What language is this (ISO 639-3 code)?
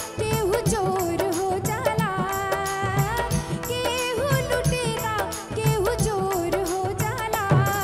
bho